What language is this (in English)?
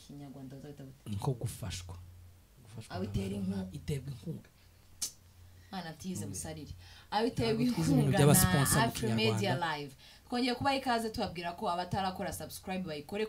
Kinyarwanda